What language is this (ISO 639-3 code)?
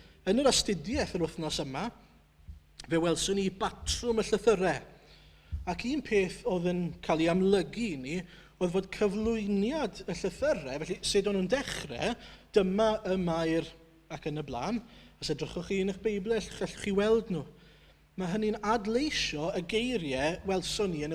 cym